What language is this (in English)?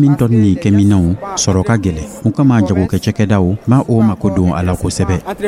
Dyula